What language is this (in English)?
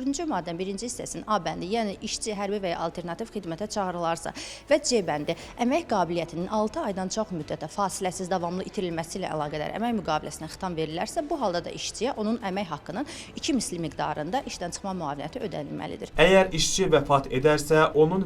Azerbaijani